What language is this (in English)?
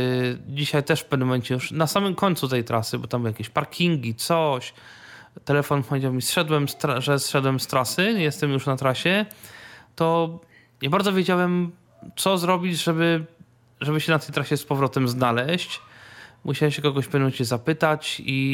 Polish